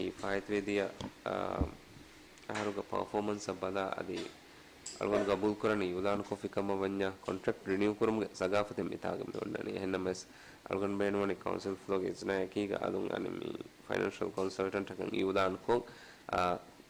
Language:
Divehi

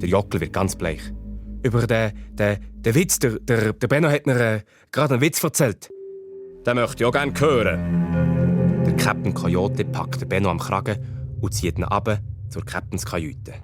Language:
Swiss German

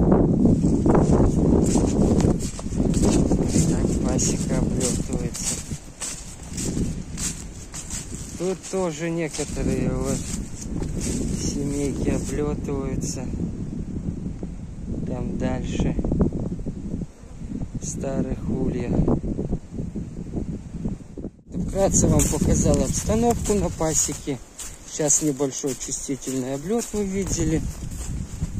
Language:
Russian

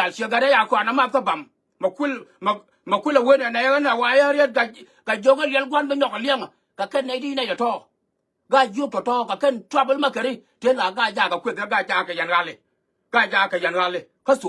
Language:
Nuer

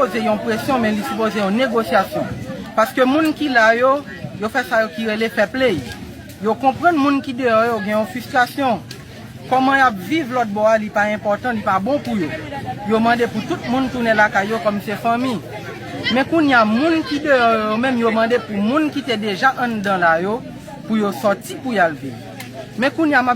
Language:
Haitian Creole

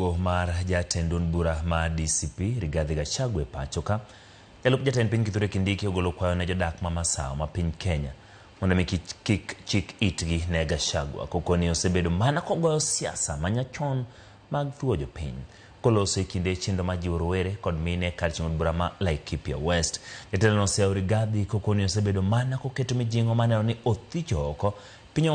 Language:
Luo (Kenya and Tanzania)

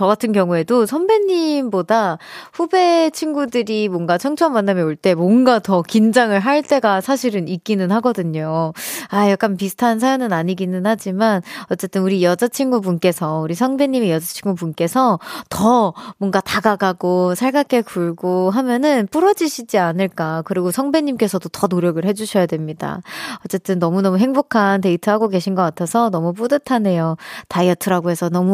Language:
Korean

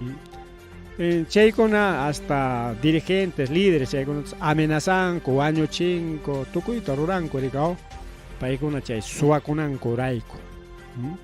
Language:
Ayacucho Quechua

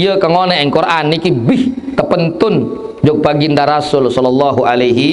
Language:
Sasak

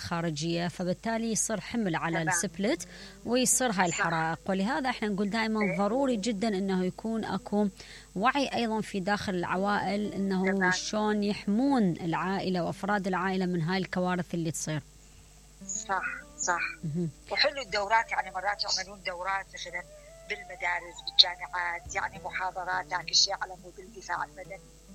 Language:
Mesopotamian Arabic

